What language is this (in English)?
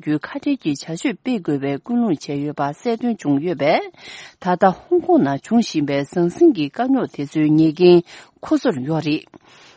Tibetan